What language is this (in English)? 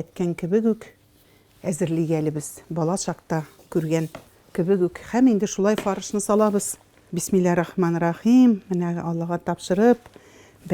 Tatar